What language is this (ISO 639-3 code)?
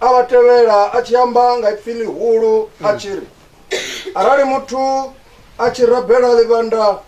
ven